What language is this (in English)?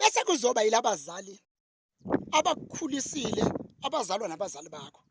Zulu